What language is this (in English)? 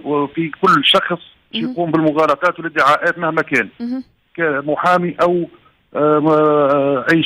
Tunisian Arabic